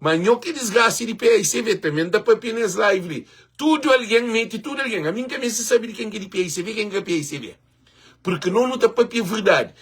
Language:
Kabuverdianu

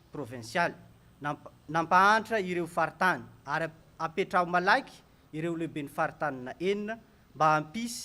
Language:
Malagasy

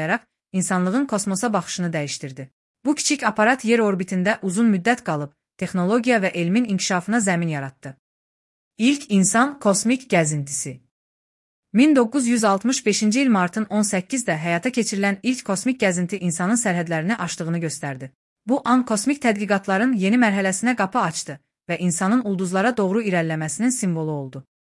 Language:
Azerbaijani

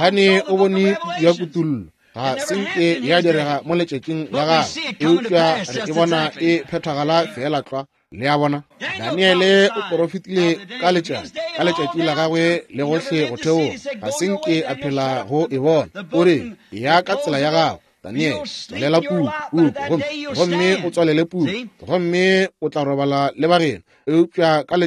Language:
Northern Sotho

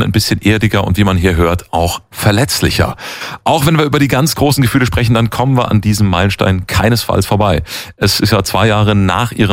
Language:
German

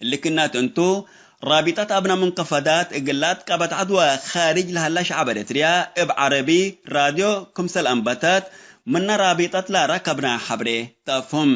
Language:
Tigre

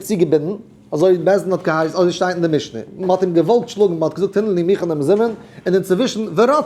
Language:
Yiddish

